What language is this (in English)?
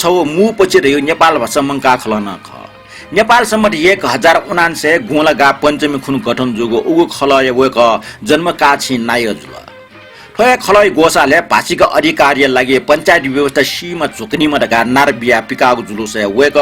Newari